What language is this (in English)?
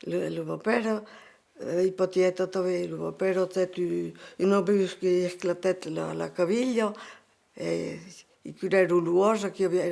Occitan